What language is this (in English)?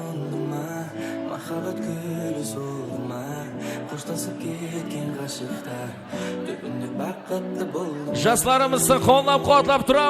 Kara-Kalpak